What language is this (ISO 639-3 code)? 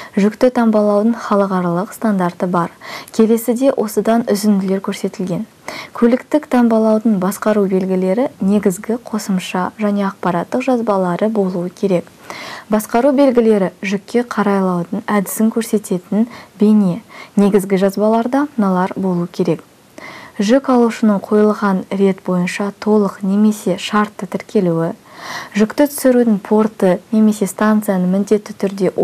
kaz